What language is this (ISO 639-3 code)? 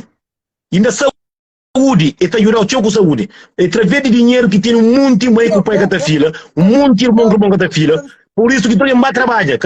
kea